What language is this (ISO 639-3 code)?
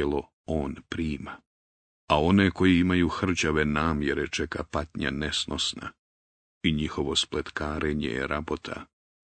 bos